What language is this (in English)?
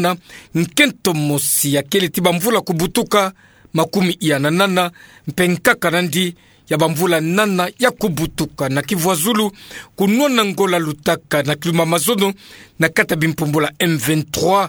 Kituba (Democratic Republic of Congo)